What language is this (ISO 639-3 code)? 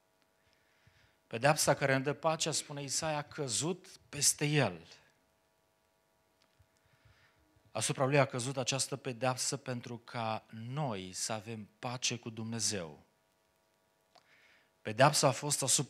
ron